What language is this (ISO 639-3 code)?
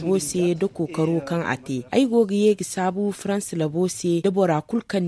dje